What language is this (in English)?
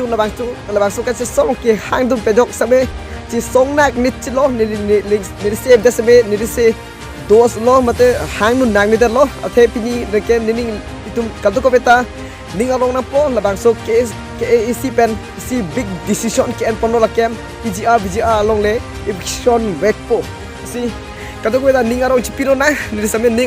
Karbi